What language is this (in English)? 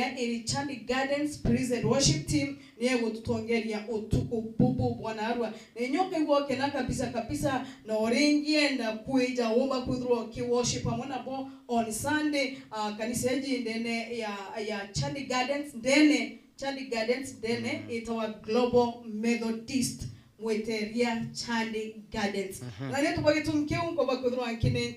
Meru